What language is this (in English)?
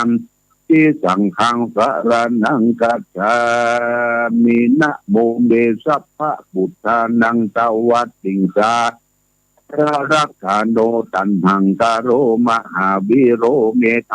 Pali